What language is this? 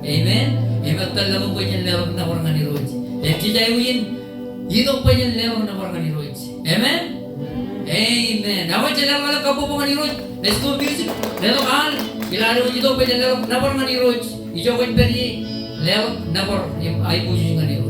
Marshallese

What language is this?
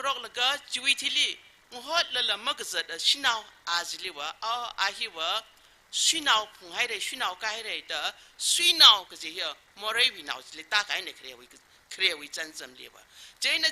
Tangkhul Naga (India)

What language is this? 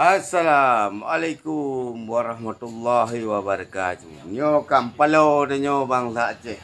Achinese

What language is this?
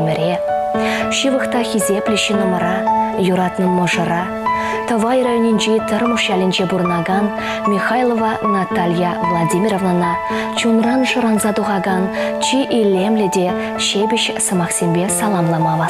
Chuvash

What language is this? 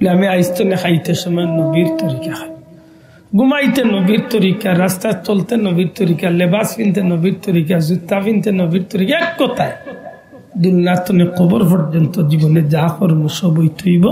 Sylheti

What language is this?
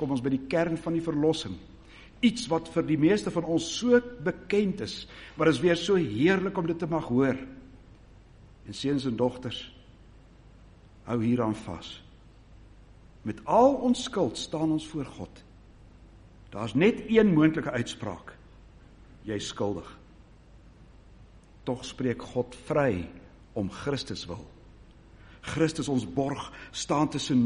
Afrikaans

